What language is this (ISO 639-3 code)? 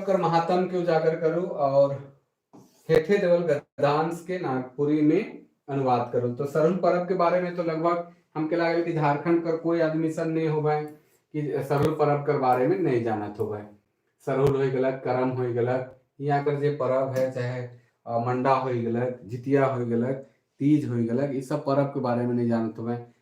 sck